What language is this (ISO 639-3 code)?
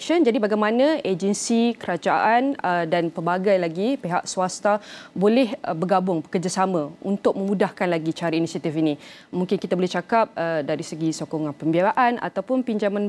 msa